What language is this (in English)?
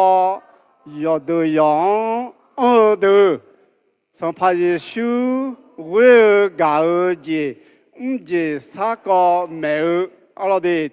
Akha